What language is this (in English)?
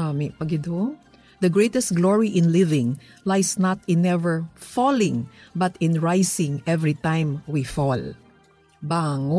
Hiligaynon